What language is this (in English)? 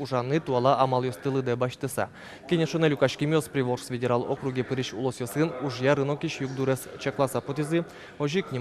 Udmurt